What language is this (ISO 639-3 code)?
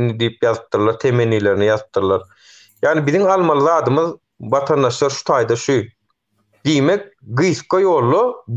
tuk